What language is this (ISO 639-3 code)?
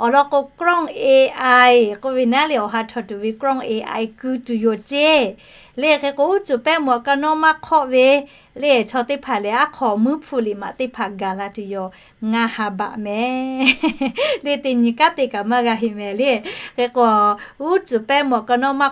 lhu